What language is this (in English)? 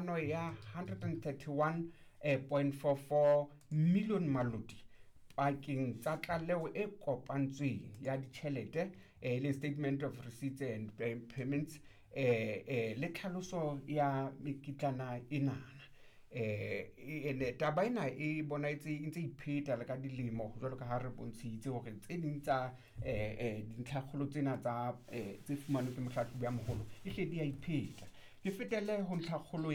Southern Sotho